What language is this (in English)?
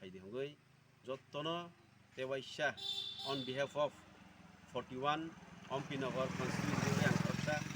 Kok Borok